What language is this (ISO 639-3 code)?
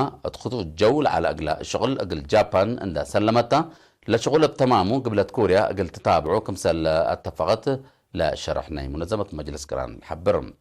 tig